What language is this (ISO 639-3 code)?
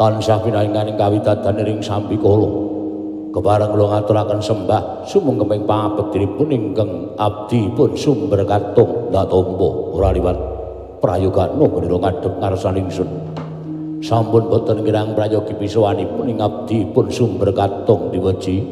jav